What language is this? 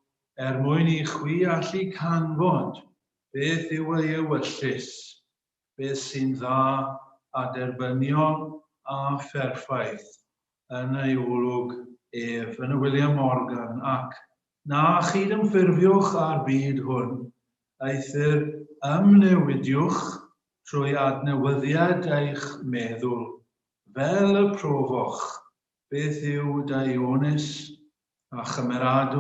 Welsh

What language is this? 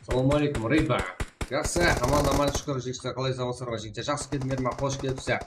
Kara-Kalpak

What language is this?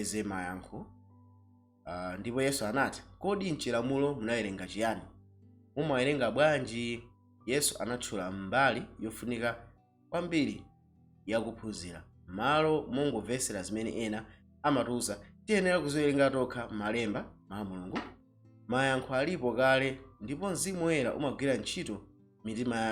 Nyanja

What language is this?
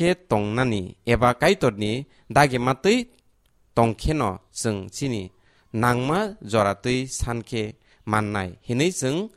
Kok Borok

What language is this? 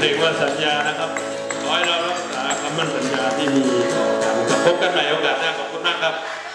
Thai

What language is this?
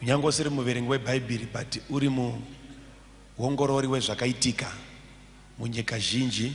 Shona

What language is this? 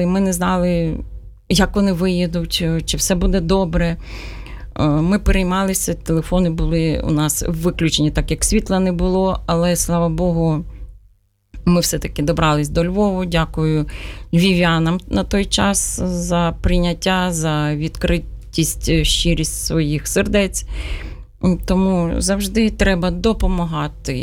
Ukrainian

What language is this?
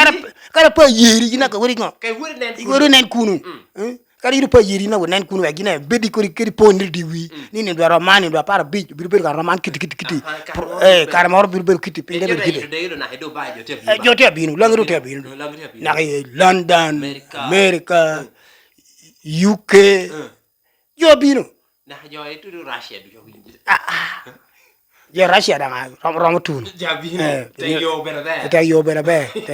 Lango (Uganda)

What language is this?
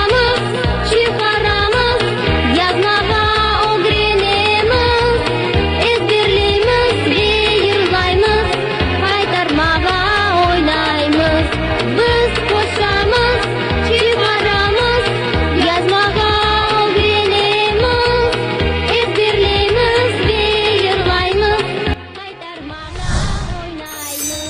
Crimean Tatar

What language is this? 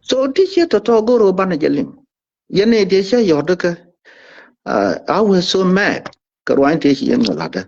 Nuer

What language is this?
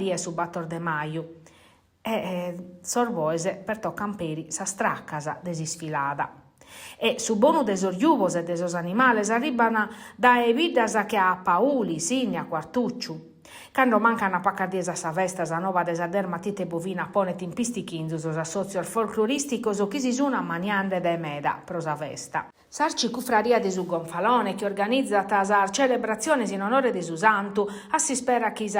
Sardinian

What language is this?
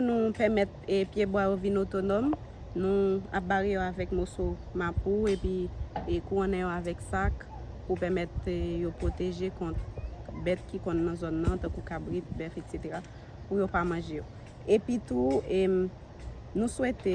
Haitian Creole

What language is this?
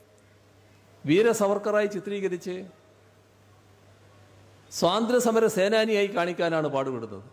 Malayalam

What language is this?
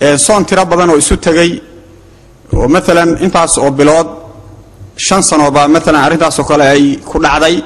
Somali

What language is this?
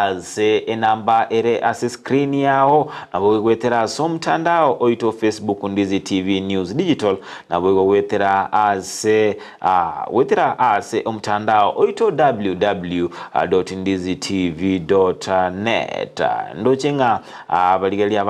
Gusii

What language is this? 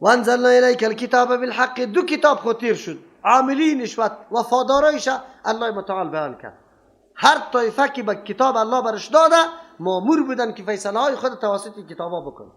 Persian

